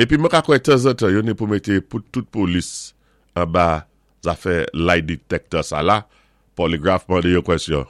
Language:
Saint Lucian Creole French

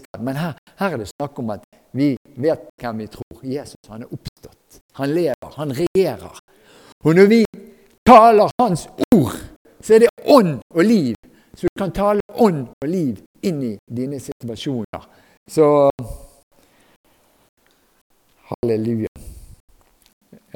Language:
Norwegian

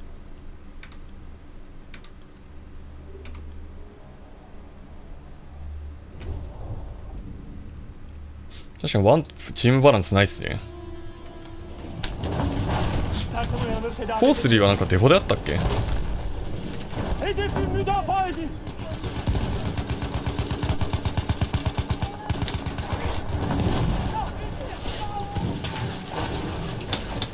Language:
Japanese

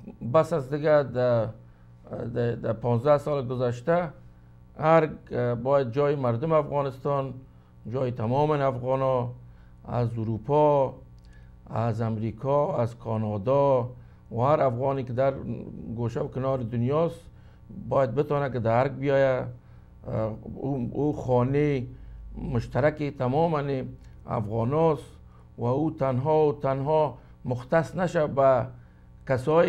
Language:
Persian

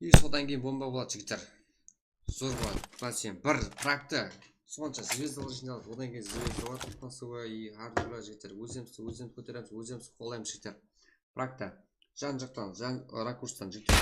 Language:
Kara-Kalpak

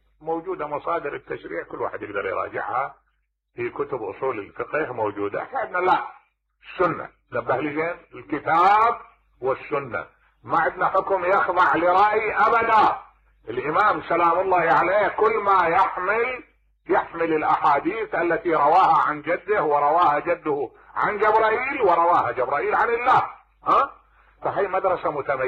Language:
Mesopotamian Arabic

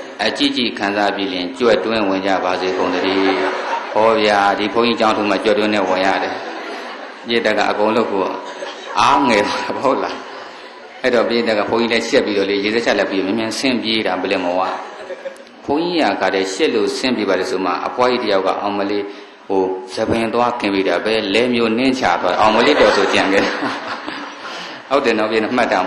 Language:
Burmese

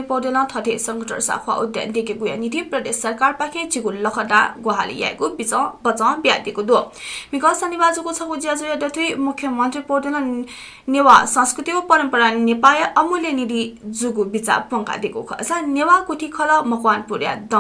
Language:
Newari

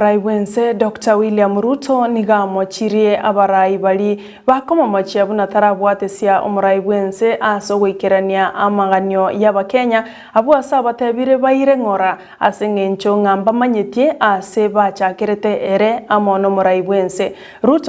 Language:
Gusii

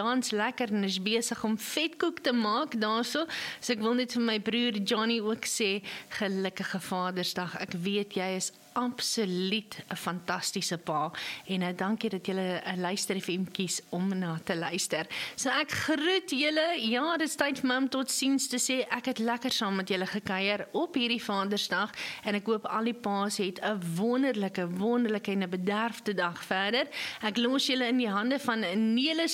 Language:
Afrikaans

